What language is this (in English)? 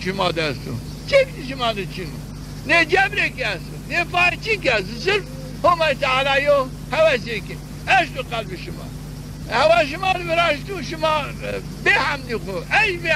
Zaza